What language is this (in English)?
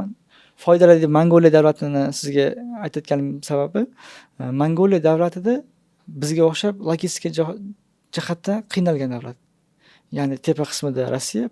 Uzbek